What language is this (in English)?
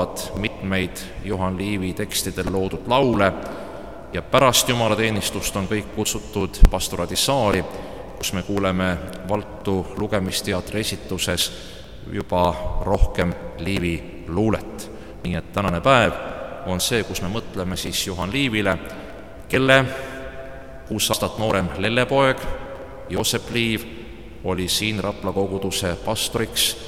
Estonian